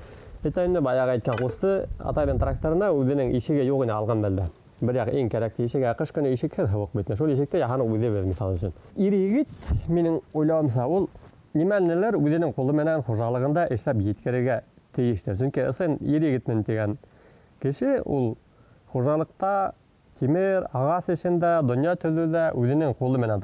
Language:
Bashkir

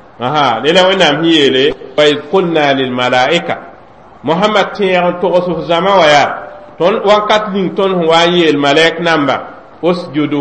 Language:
Mossi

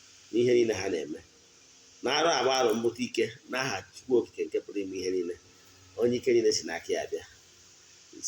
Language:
Igbo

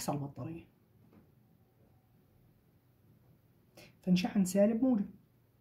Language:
Arabic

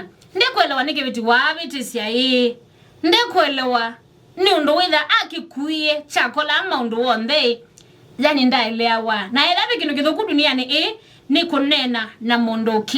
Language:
Kamba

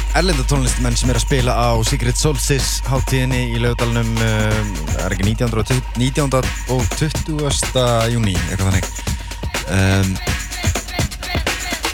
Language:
Icelandic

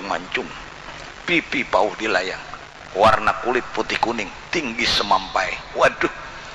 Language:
Banjar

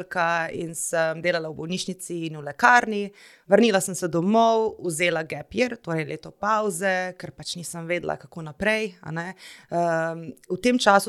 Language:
Slovenian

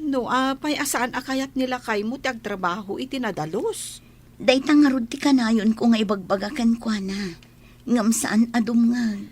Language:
Iloko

